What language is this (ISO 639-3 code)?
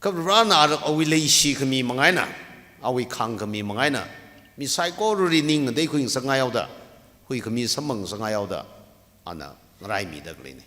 nmf